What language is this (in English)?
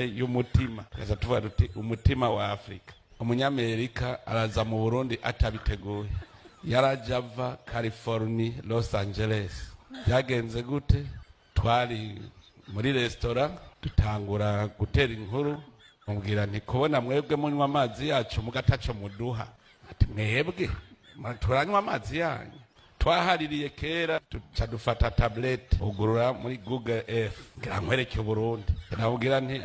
Rundi